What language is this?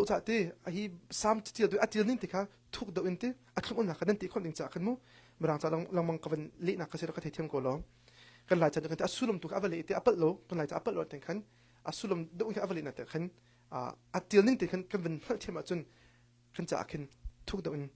Hakha Chin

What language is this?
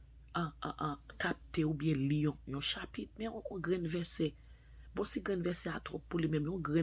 Haitian Creole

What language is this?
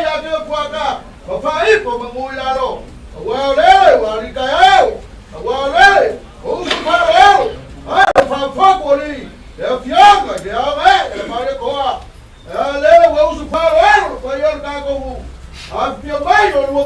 Samoan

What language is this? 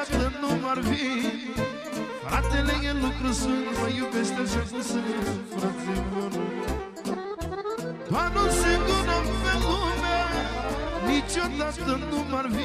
Romanian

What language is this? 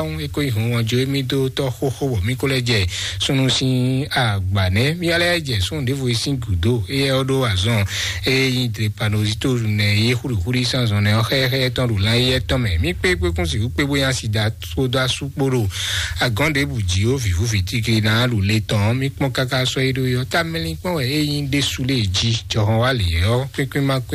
Fon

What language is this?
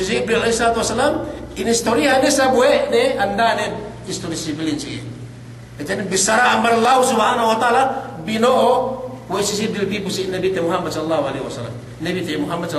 Yakan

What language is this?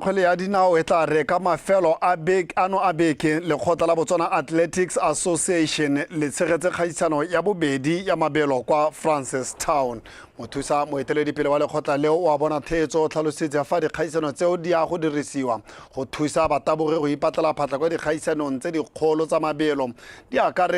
Tswana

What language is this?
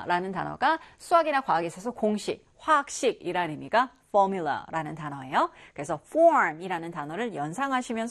Korean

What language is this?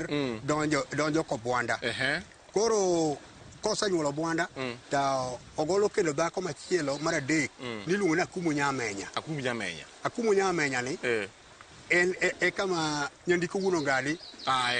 Luo (Kenya and Tanzania)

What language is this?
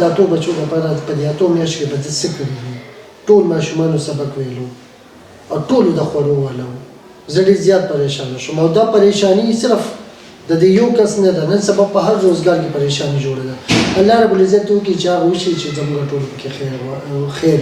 Pashto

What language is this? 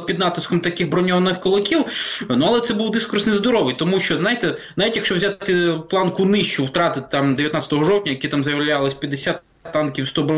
Ukrainian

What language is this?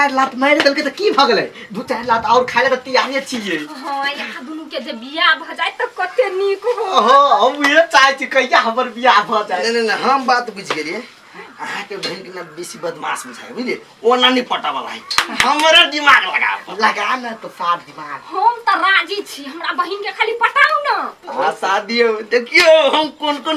Maithili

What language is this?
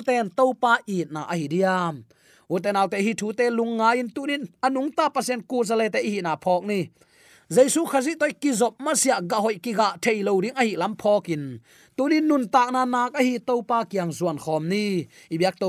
Tedim Chin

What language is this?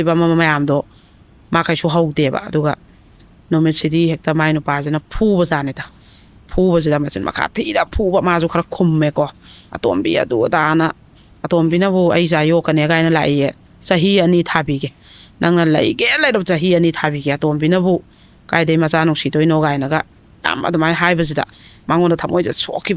Manipuri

